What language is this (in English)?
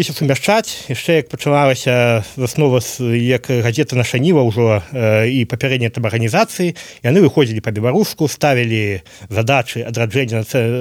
Belarusian